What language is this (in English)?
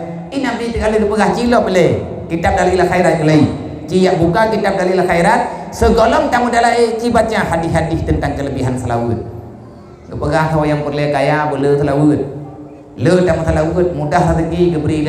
Achinese